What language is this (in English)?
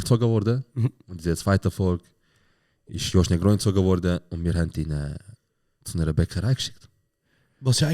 Swiss German